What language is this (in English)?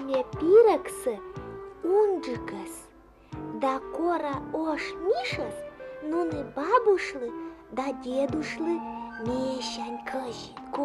Komi